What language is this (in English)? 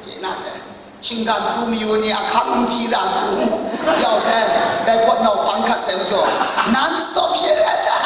Kachin